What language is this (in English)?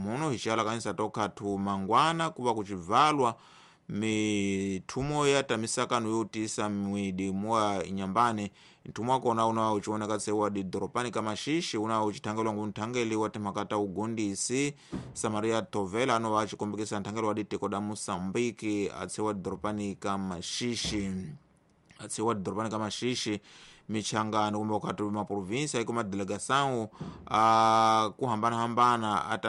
Tsonga